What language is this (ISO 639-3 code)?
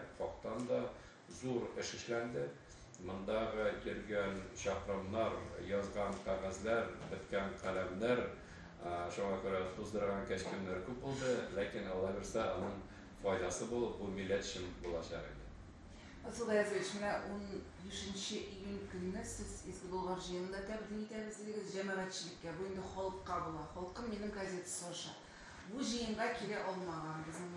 tat